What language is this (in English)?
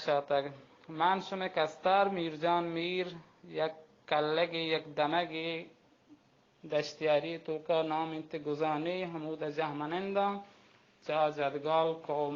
Baluchi